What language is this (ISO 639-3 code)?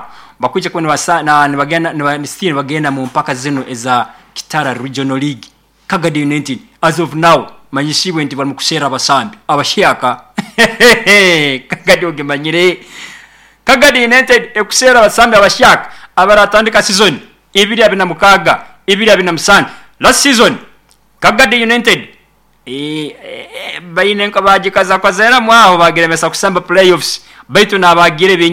nyo